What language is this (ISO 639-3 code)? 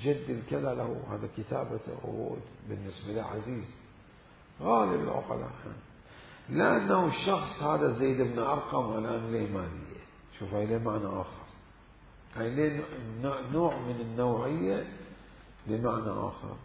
acm